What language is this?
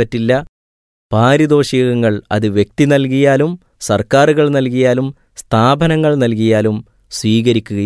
Malayalam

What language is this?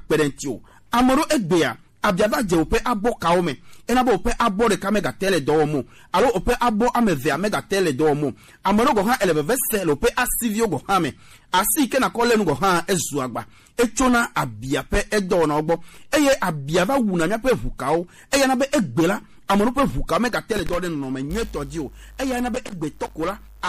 Gen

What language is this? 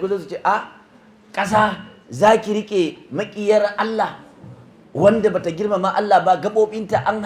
Hausa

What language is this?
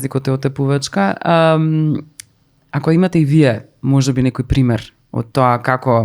Macedonian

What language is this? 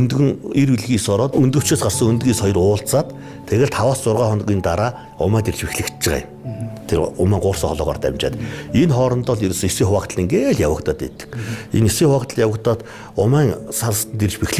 Mongolian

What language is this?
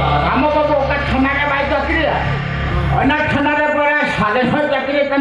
Santali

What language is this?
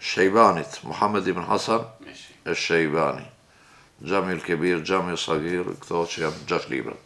Albanian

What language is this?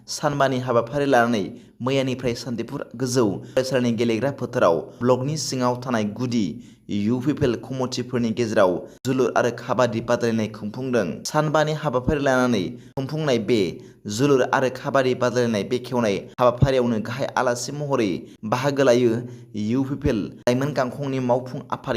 Bodo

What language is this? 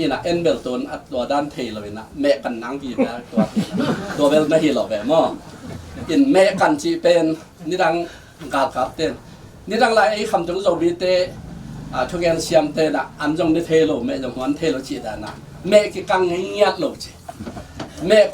Tedim Chin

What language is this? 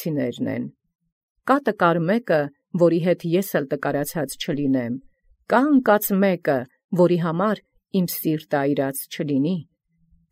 Armenian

